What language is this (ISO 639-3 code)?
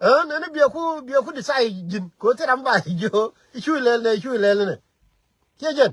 nus